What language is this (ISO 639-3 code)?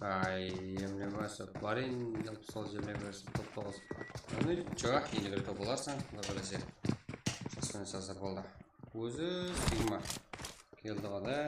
kaa